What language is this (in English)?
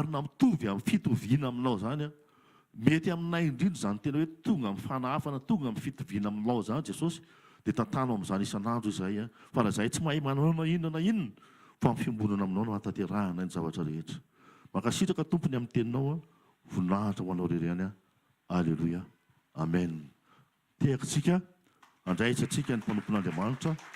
Malagasy